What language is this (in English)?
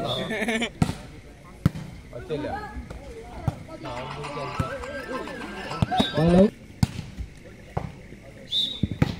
Tamil